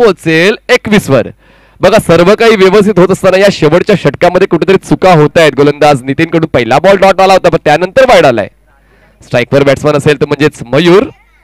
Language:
Marathi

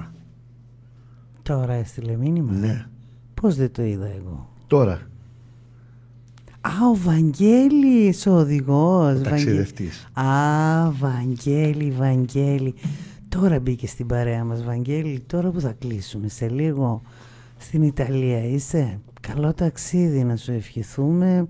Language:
Greek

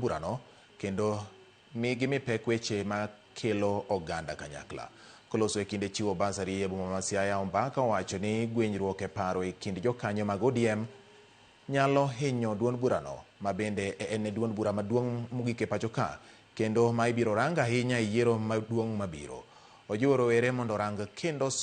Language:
Luo (Kenya and Tanzania)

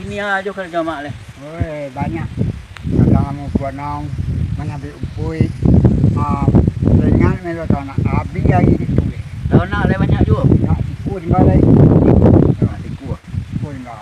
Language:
Minangkabau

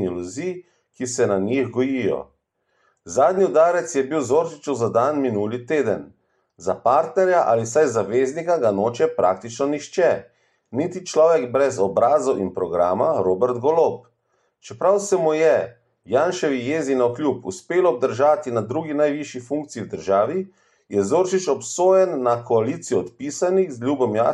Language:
Slovenian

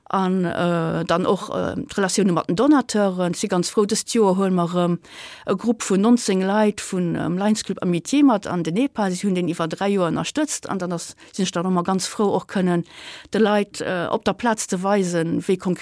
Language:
Luxembourgish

